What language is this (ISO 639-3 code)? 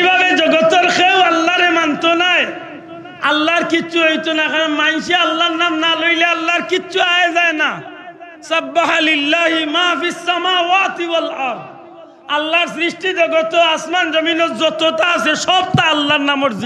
syl